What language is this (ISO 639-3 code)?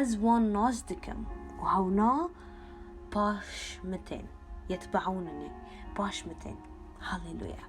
kur